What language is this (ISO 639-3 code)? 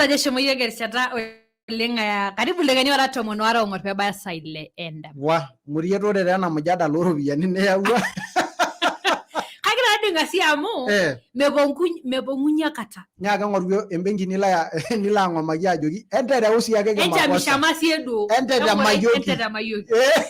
mas